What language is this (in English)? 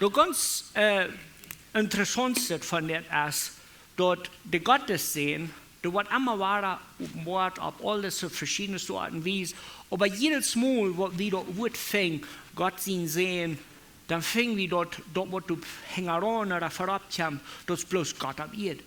Plautdietsch